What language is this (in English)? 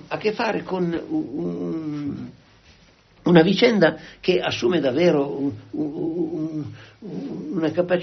Italian